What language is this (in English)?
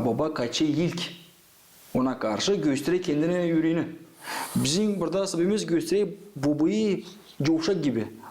Gagauz